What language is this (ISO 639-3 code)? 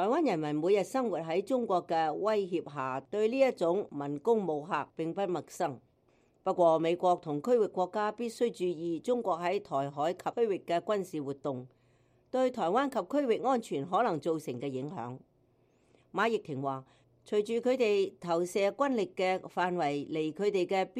yue